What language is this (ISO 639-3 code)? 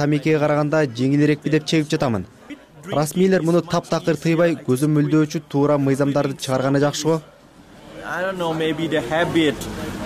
kir